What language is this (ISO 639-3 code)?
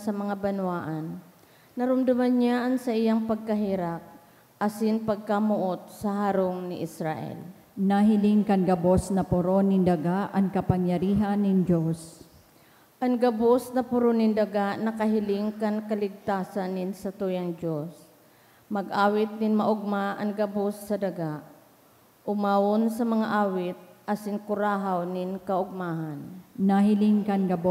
bik